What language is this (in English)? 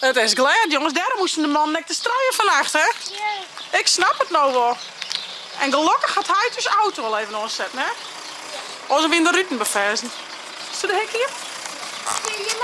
Western Frisian